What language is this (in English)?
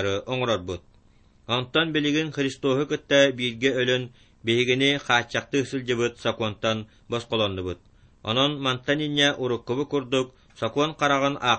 Yakut